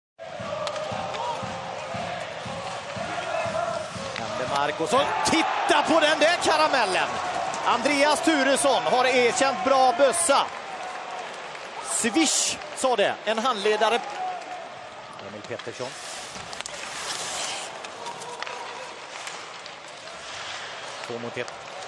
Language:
Swedish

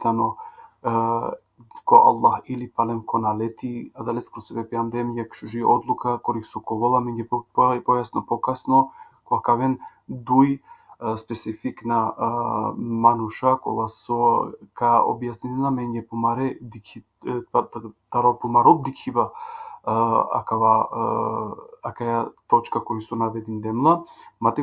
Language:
Balkan Romani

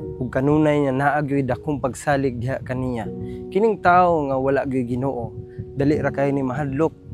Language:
Cebuano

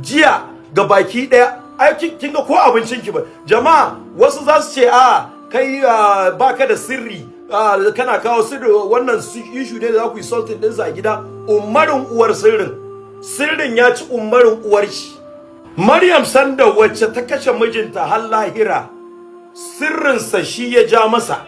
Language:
Hausa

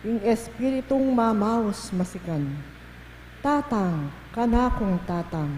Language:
Pampanga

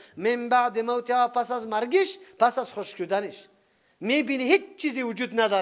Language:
Persian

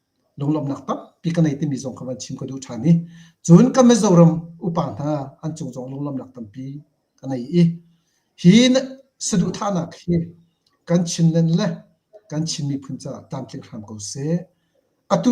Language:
Hakha Chin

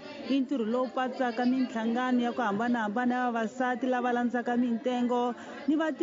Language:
Tsonga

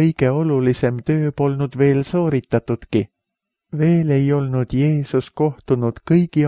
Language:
Estonian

